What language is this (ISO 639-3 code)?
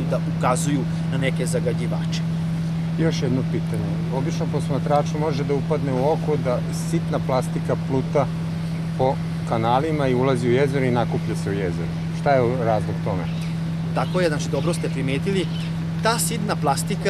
srp